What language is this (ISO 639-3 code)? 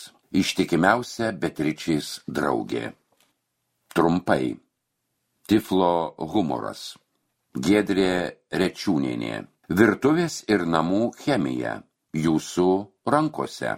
lit